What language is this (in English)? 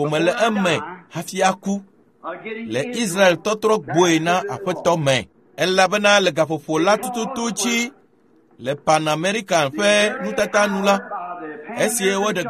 Ewe